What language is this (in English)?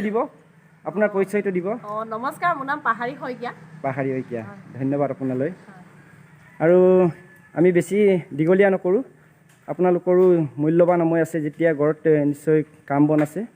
Assamese